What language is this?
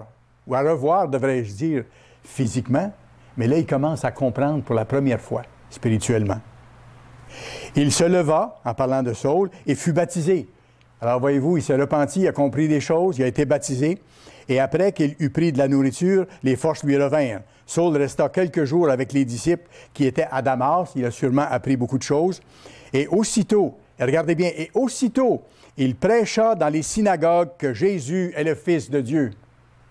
French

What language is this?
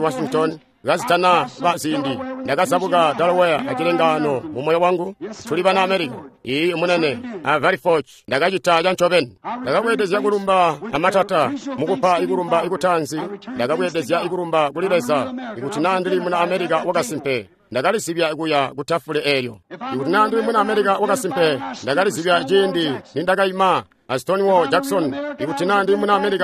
Tonga (Zambia)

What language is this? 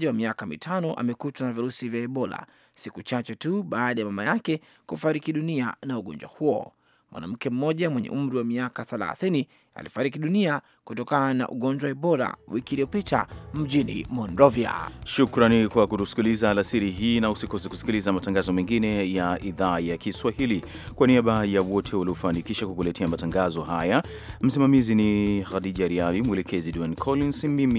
Swahili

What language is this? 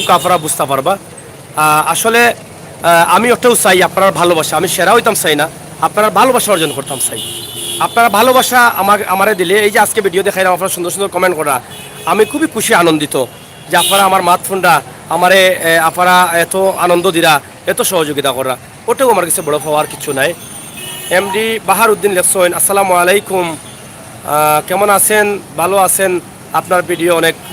Sylheti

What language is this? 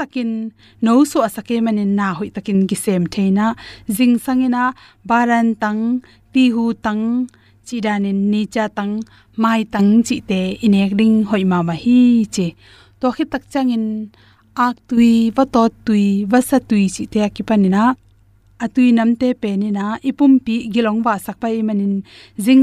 Tedim Chin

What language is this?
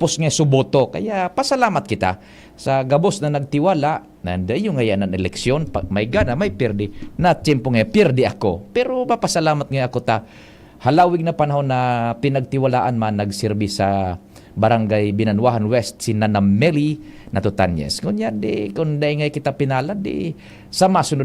Bikol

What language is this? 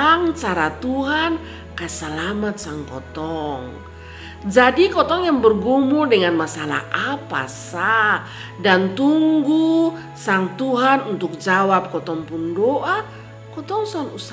Kupang Malay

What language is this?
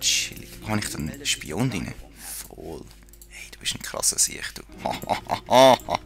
Swiss German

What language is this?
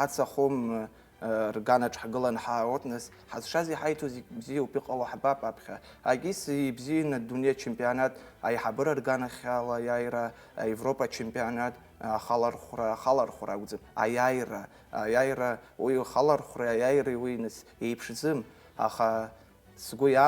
Abkhazian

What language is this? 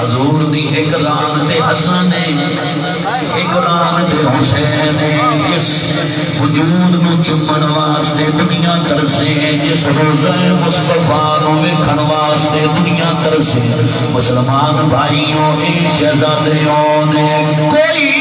Saraiki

